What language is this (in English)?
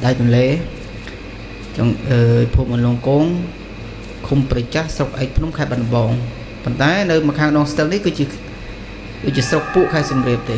Khmer